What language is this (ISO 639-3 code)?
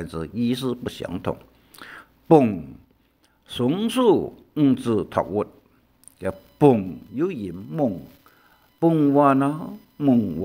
hak